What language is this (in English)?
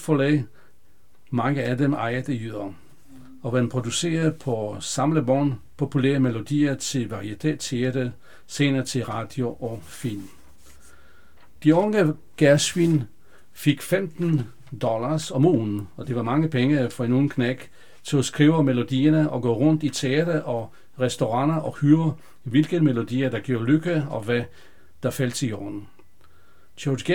Danish